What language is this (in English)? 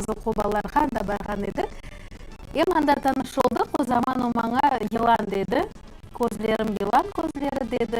Crimean Tatar